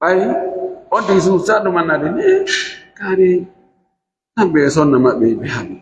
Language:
Fula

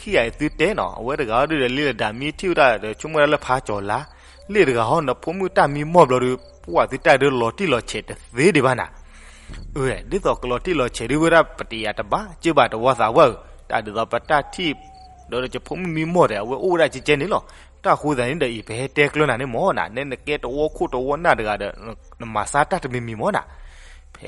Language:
S'gaw Karen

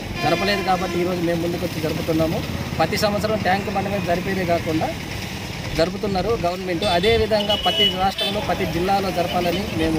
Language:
Telugu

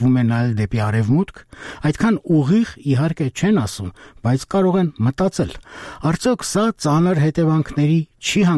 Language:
Armenian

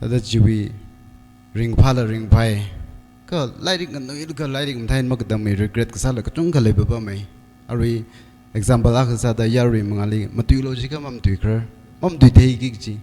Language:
Tangkhul Naga (India)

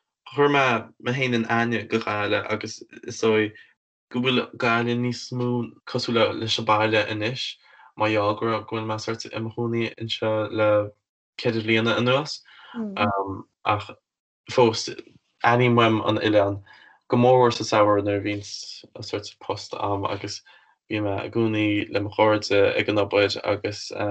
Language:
Irish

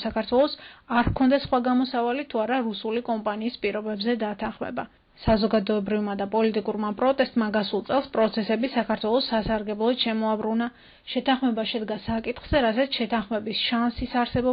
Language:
Georgian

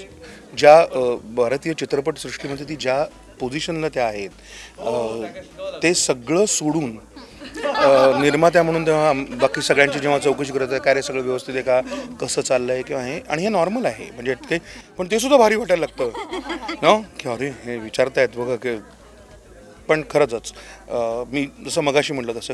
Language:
Marathi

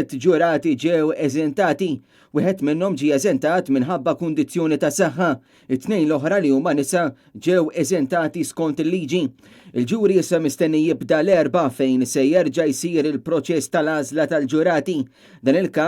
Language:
Maltese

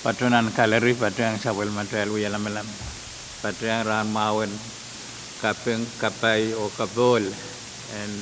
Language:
Pohnpeian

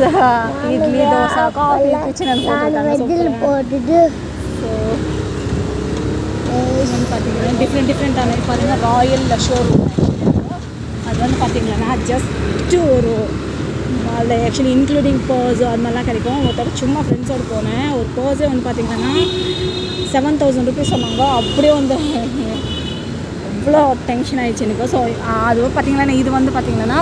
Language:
Tamil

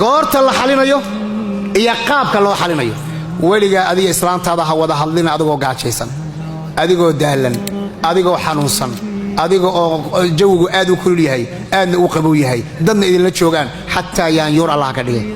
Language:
Somali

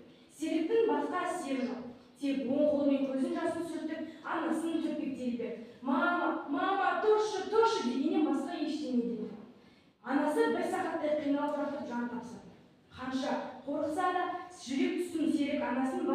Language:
Kazakh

